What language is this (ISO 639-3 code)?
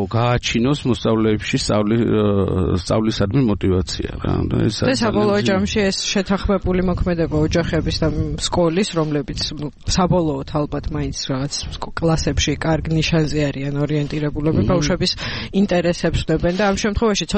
kat